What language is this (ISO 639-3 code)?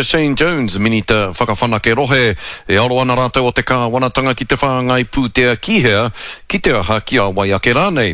mri